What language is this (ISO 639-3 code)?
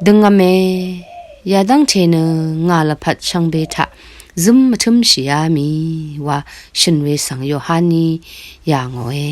raw